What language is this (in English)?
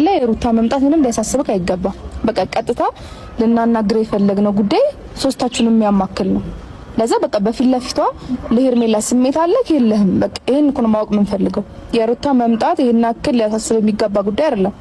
Amharic